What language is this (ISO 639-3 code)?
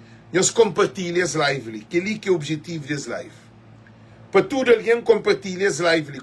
kea